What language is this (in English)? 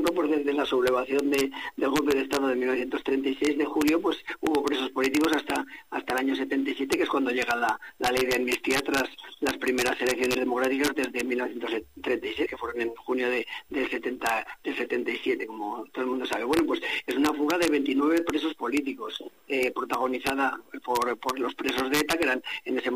Spanish